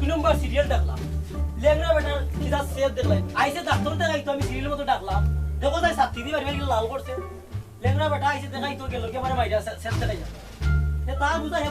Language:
Sylheti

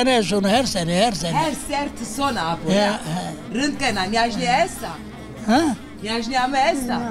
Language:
Zaza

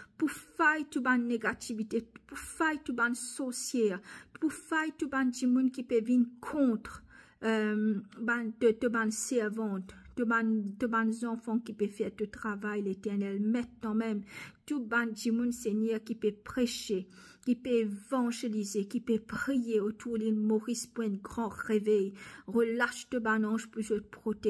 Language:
Morisyen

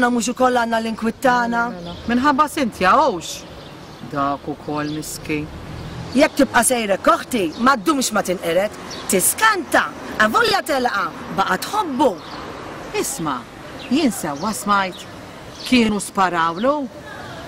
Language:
Maltese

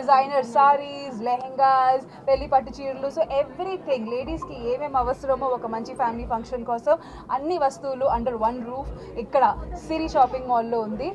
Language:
Telugu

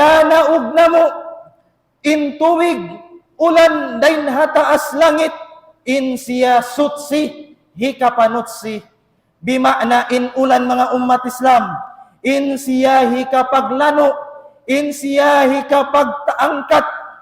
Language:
Tausug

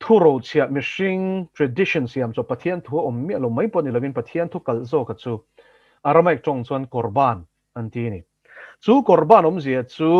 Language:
Mizo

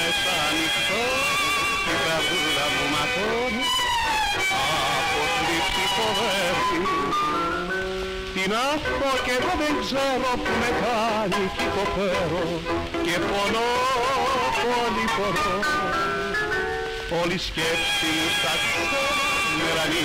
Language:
Greek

